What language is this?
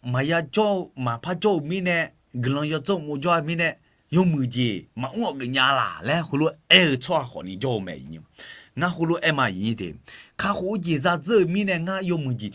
Akha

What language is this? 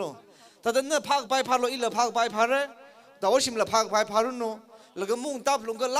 Tangkhul Naga (India)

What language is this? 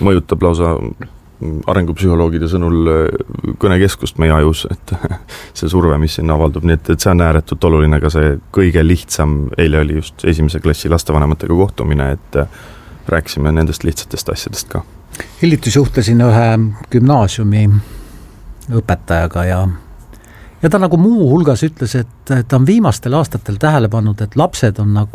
Estonian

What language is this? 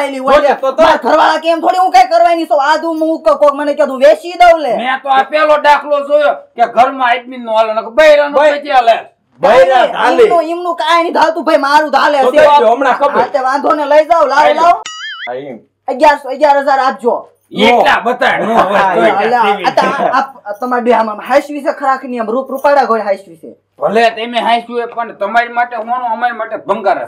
Gujarati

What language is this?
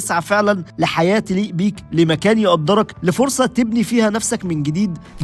Egyptian Arabic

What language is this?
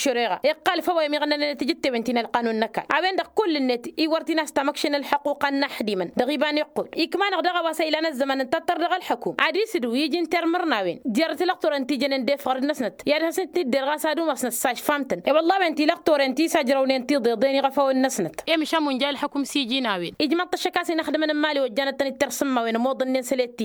Tamasheq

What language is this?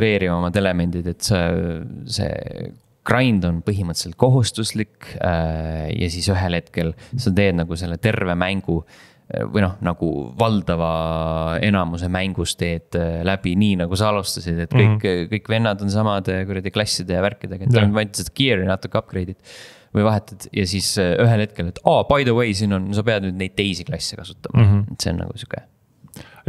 Estonian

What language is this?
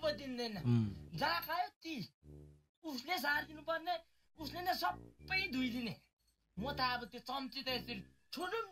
Nepali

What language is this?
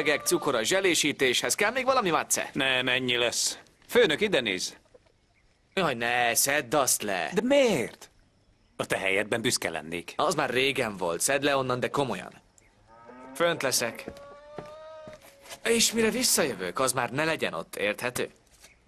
Hungarian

